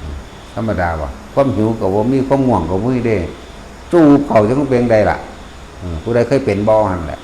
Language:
Northeastern Thai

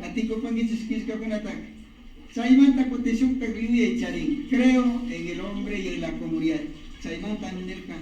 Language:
Imbabura Highland Quichua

